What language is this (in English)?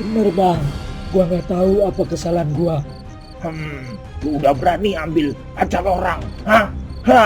Betawi